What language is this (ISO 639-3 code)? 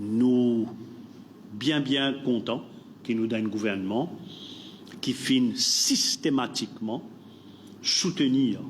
mfe